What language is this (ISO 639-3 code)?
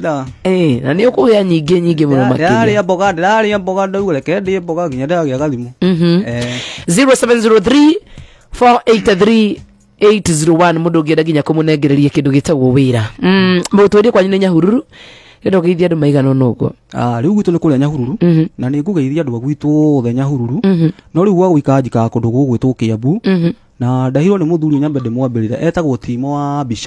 kik